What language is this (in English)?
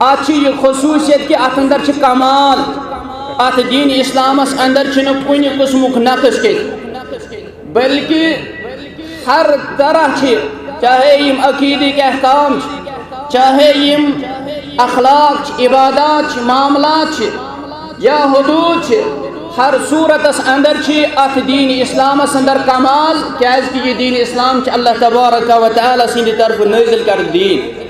Kashmiri